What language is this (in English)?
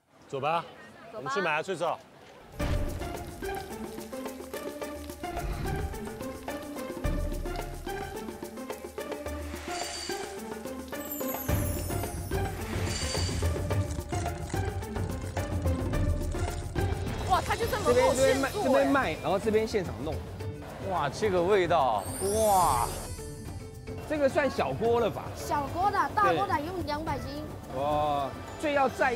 Chinese